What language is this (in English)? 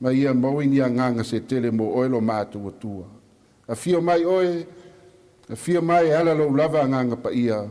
Samoan